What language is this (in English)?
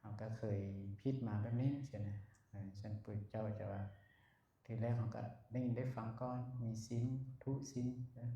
Lao